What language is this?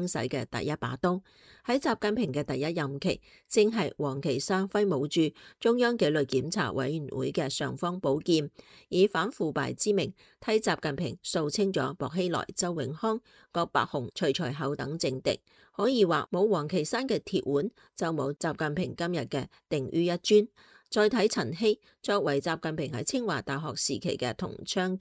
Cantonese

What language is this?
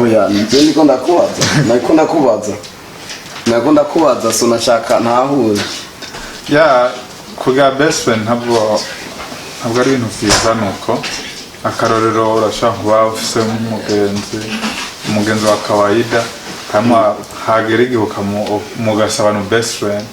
Rundi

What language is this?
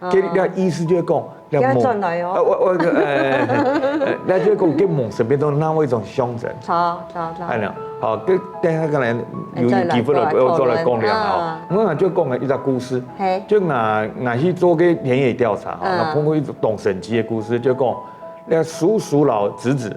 Hakka Chinese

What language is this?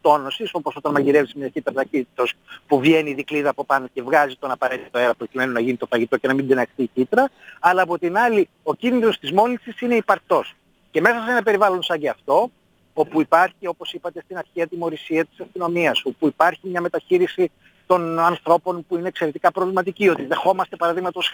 Greek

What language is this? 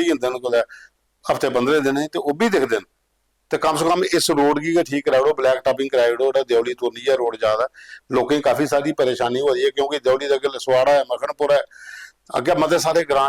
Dogri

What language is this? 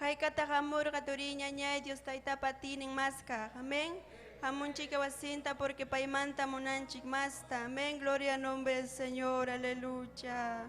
Ayacucho Quechua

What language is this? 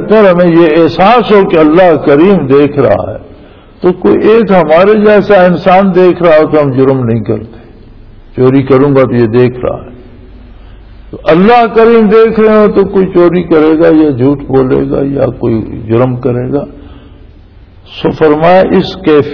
Urdu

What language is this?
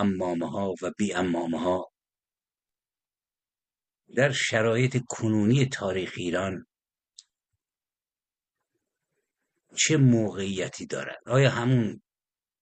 Persian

